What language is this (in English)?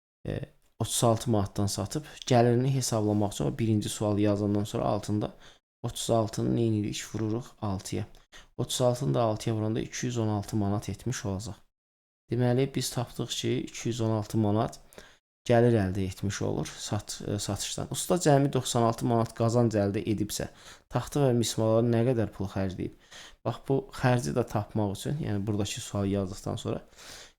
Azerbaijani